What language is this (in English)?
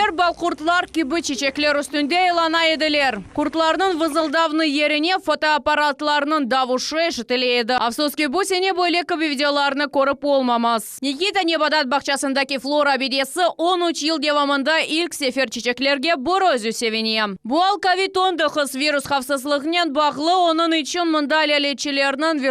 Crimean Tatar